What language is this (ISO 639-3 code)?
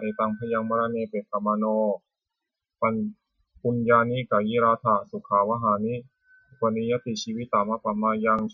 pli